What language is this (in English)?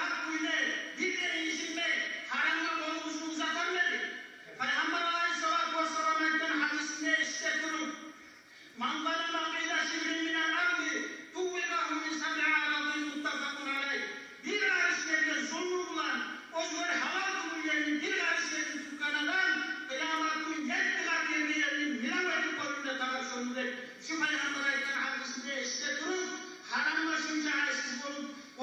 Kumyk